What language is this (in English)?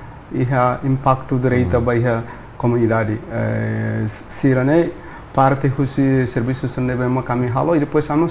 Tetum